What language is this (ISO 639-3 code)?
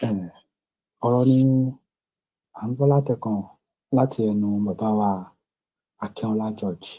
yor